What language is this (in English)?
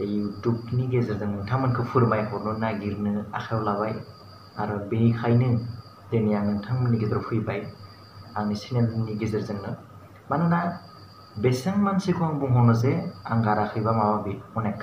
Bodo